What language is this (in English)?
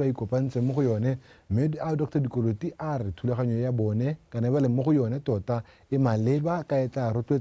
Tswana